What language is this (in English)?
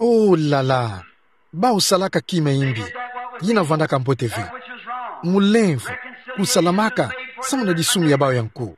Kituba (Democratic Republic of Congo)